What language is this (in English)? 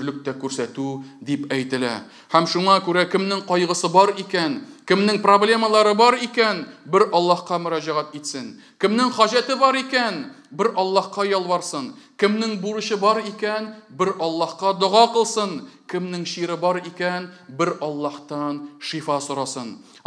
Tatar